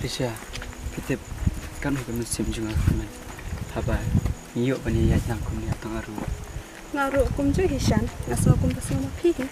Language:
Khasi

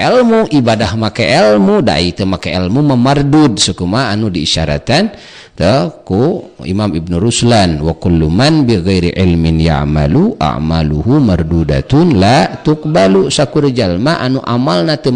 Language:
Sundanese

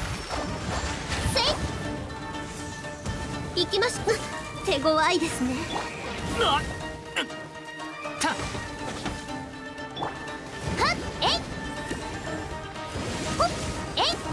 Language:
Japanese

